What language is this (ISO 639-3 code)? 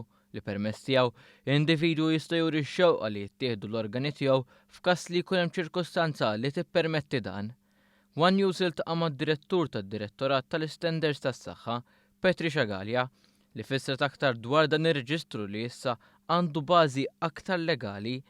mlt